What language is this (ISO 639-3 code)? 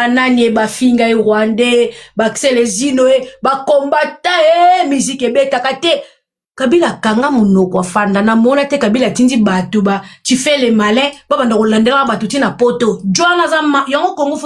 lin